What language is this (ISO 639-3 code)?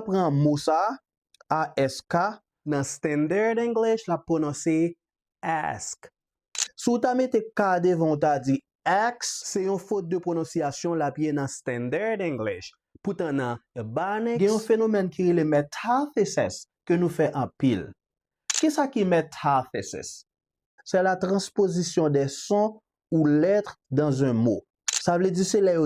hat